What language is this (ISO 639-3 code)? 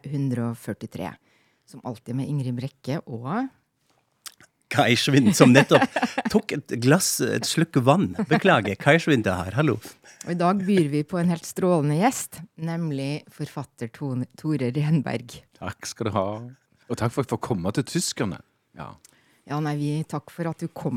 nor